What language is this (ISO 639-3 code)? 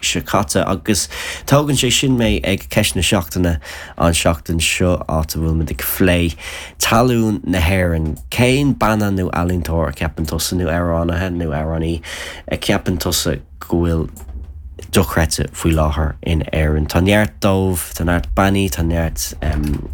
gle